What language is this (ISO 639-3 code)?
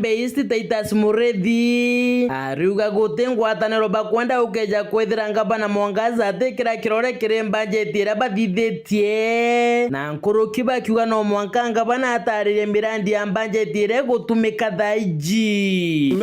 mer